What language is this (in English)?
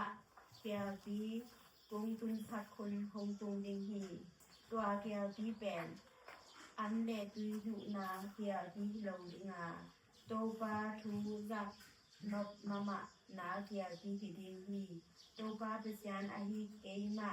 Tedim Chin